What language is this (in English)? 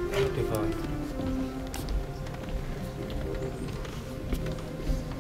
Vietnamese